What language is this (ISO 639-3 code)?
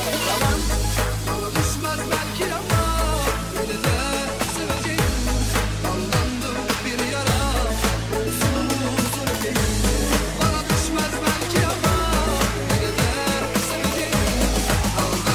tur